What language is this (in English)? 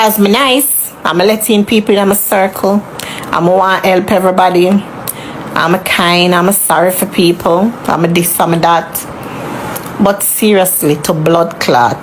Jamaican Creole English